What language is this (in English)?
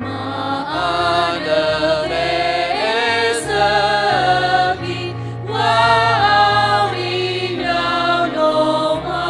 Nias